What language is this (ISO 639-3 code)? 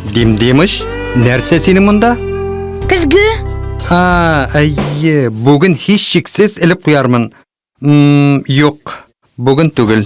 tat